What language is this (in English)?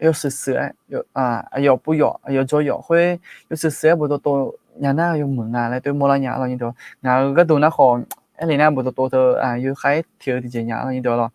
Akha